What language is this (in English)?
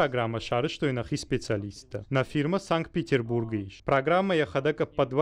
Ossetic